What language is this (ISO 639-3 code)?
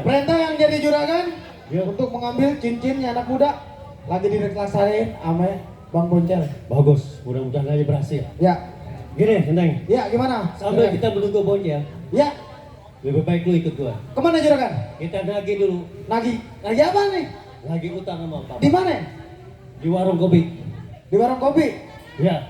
bew